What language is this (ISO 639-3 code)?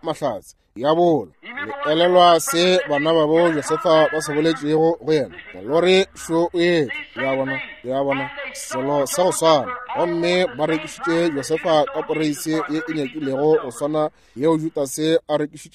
nso